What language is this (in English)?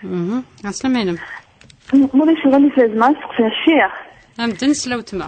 Kabyle